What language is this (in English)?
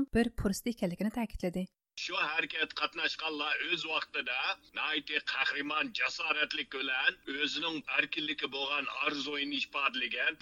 Uyghur